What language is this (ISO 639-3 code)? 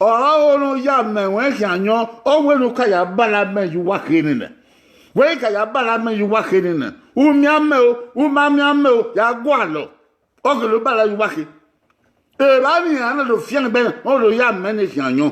bin